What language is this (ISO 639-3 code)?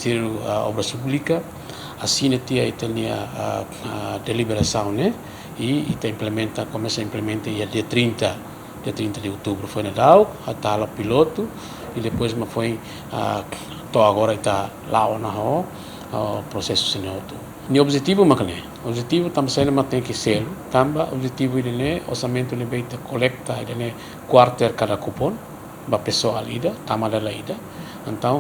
tet